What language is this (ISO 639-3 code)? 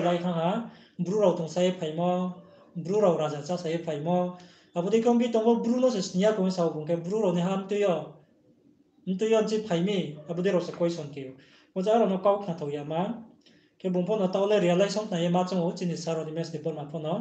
ria